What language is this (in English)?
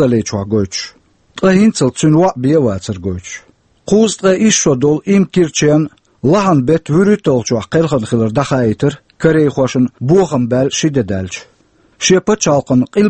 Chechen